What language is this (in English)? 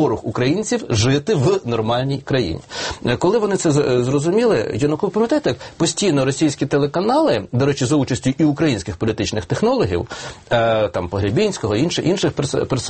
Ukrainian